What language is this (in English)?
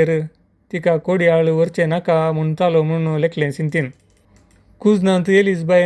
Konkani